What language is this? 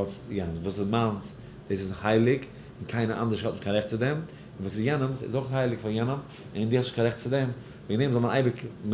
Yiddish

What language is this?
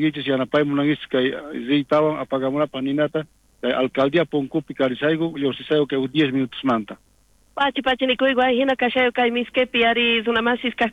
South Bolivian Quechua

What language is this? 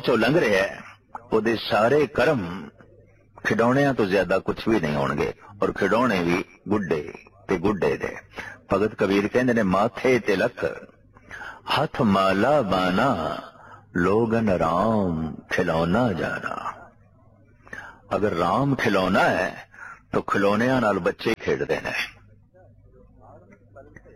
Punjabi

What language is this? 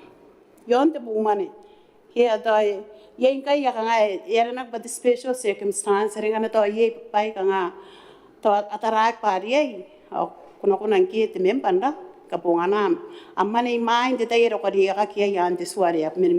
Gilbertese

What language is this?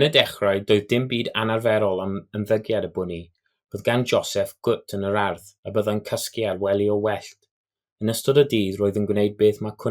Welsh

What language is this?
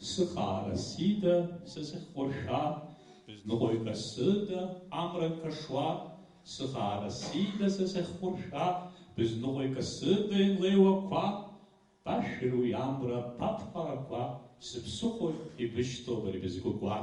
Abkhazian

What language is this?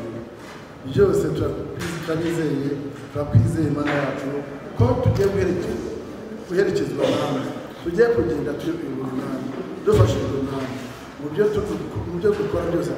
Kinyarwanda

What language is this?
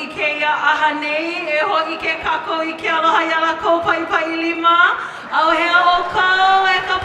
Hawaiian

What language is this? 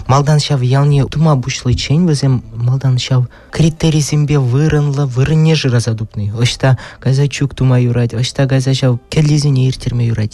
Chuvash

